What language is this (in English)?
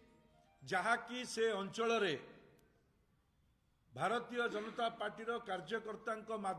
Odia